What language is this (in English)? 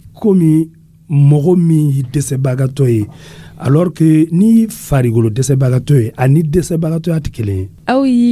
Dyula